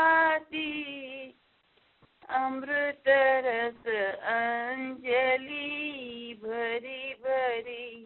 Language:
Gujarati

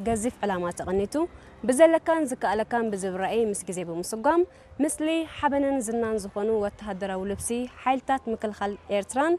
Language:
Tigrinya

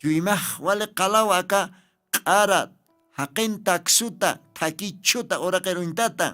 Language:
Aymara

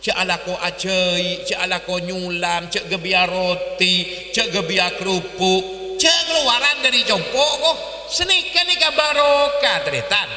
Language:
Madurese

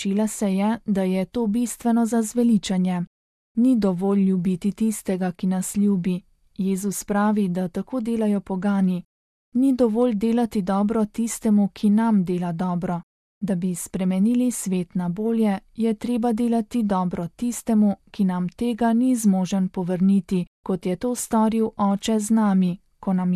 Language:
Slovenian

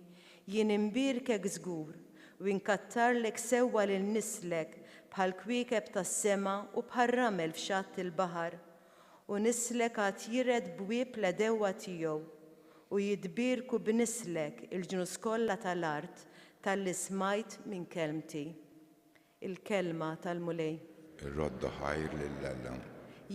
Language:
Maltese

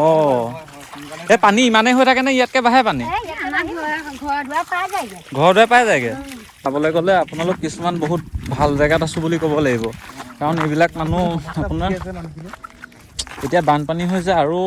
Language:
Assamese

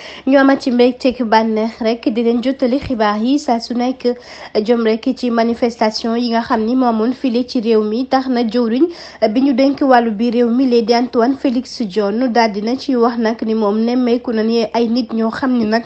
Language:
Wolof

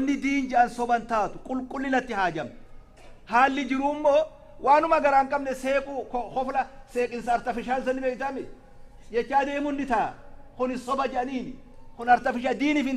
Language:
Oromo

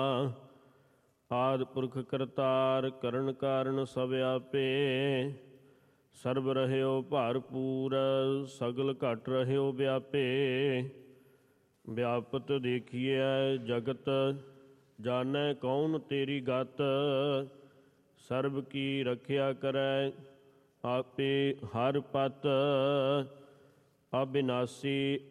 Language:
Punjabi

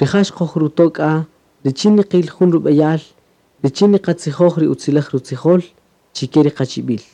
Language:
Kaqchikel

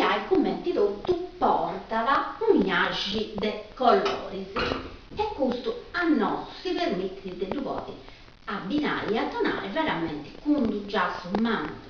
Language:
Sardinian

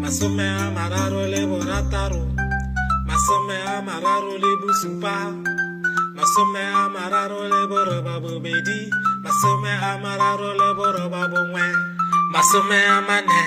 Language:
Tswana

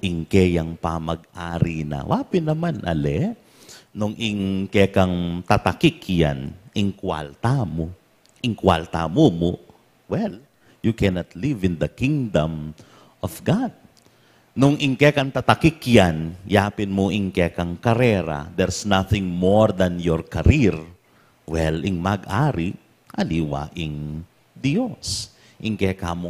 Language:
Pampanga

